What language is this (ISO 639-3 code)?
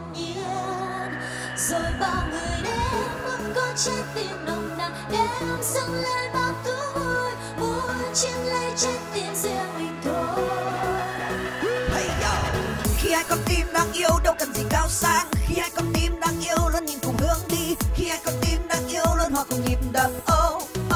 vie